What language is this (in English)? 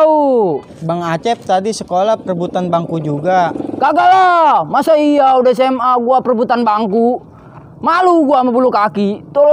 Betawi